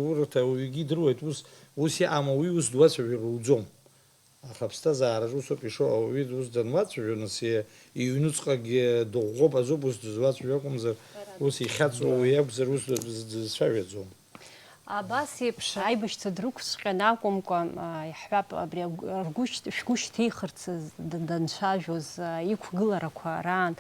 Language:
Abkhazian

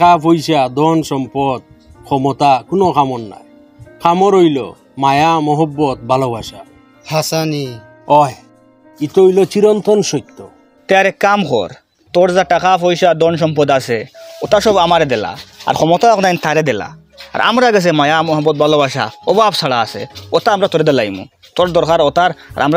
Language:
Sylheti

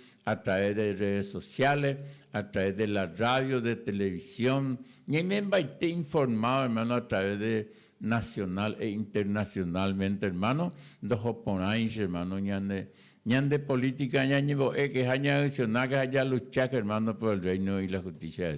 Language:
Guarani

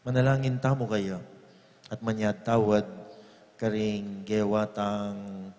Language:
Pampanga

